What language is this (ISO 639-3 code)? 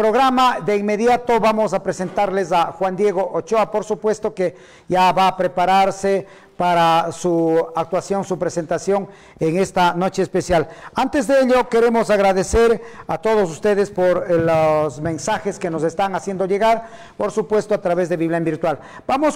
spa